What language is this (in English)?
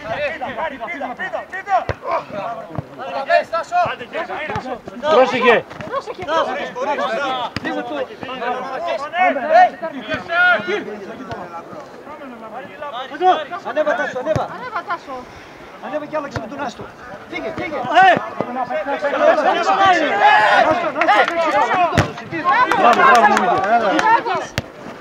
Greek